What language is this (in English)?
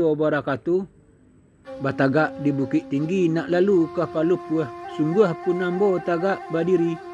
Minangkabau